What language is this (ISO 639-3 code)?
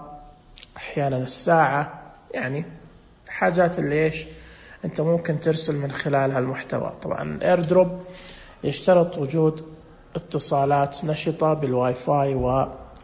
ars